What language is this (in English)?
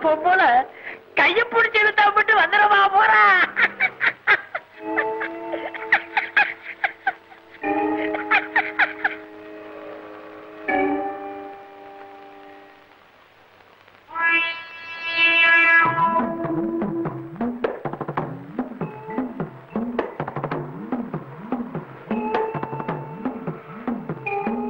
Tamil